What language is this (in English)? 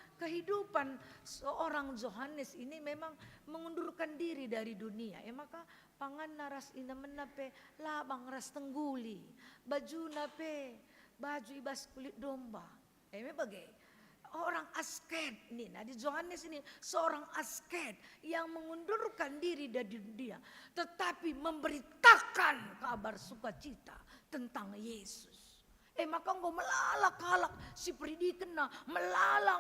Batak Karo